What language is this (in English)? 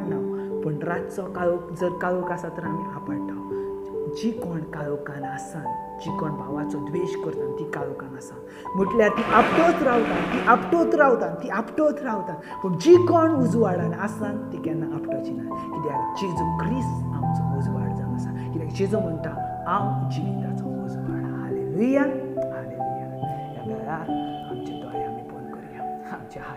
Konkani